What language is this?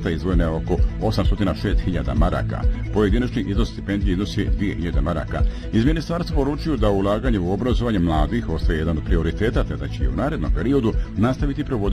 Bosnian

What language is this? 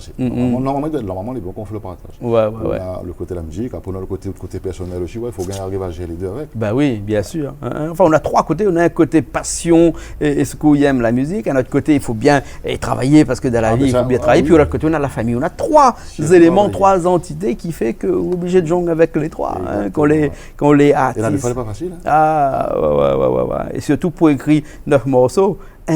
Réunion Creole French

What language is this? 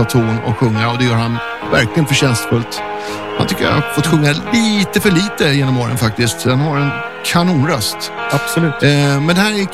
Swedish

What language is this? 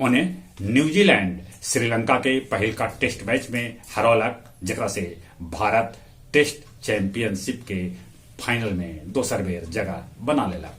Magahi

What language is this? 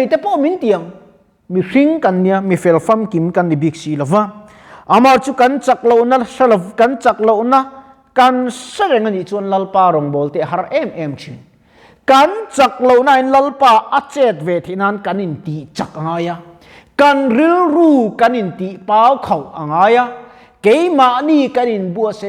Mizo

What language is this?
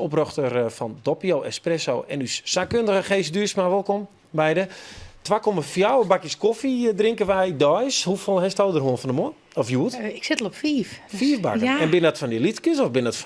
Western Frisian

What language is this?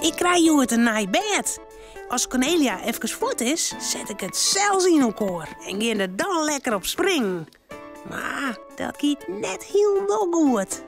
Western Frisian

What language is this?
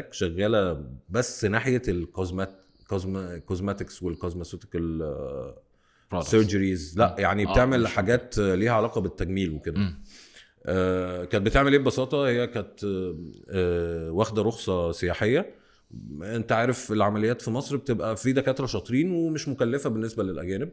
Egyptian Arabic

